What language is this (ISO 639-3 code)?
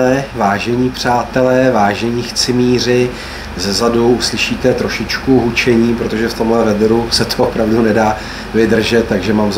ces